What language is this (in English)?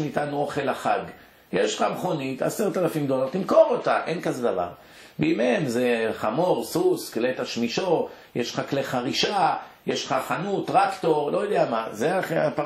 Hebrew